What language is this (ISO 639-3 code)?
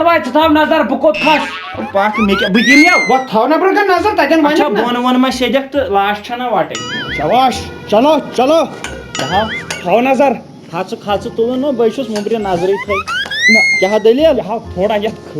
kas